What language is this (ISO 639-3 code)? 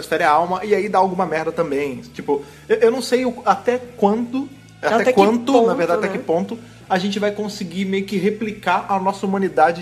por